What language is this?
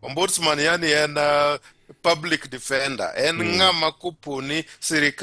Luo (Kenya and Tanzania)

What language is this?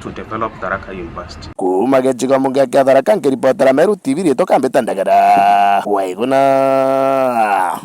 Meru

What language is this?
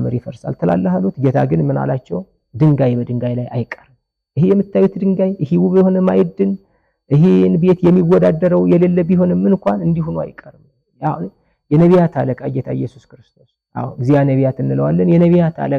Amharic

